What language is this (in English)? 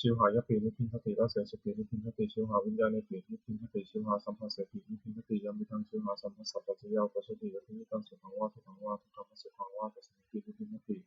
Pali